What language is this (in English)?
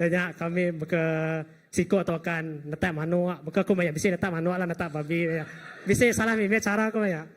Iban